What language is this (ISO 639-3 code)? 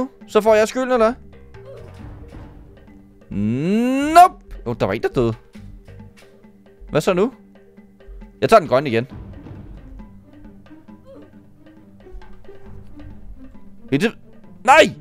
dan